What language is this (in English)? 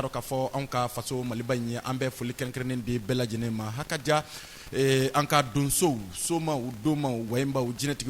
Bambara